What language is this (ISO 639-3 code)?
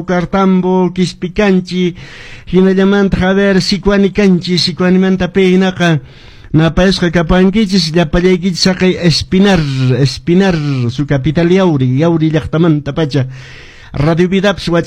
que